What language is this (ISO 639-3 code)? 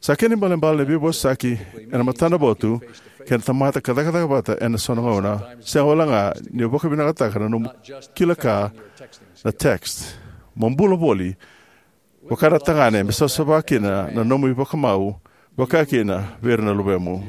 fij